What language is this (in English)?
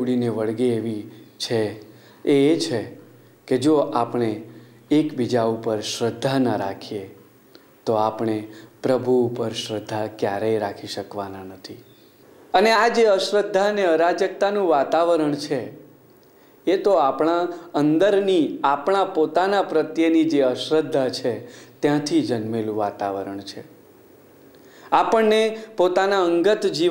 Gujarati